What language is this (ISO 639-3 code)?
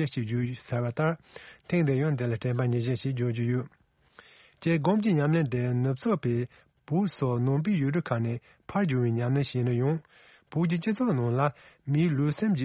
bod